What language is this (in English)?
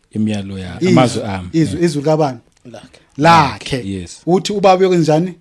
Zulu